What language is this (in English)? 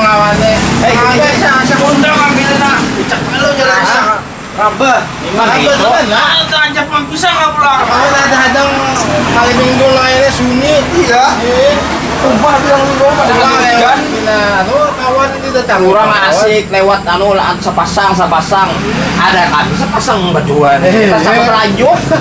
Banjar